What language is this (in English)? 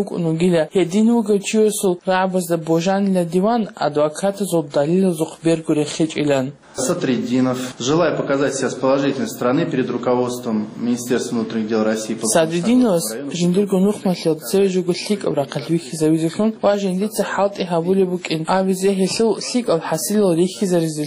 Avaric